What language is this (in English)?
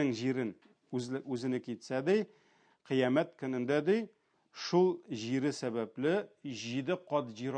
Tatar